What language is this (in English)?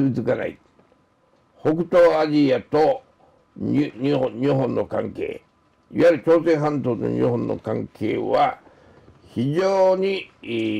Japanese